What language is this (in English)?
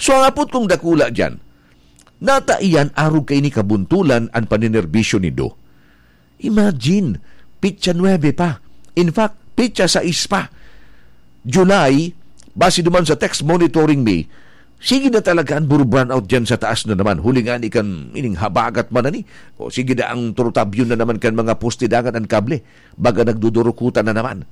Bikol